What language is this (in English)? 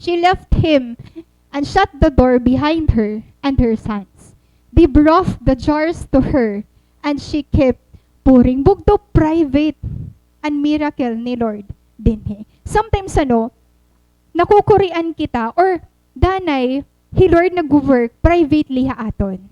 Waray